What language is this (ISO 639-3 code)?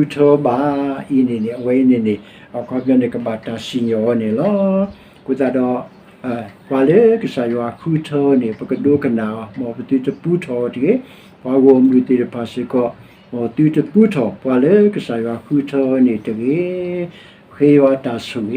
ksw